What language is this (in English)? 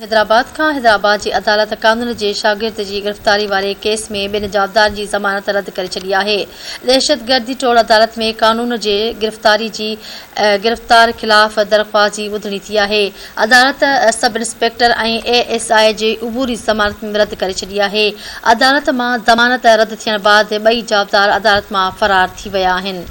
Sindhi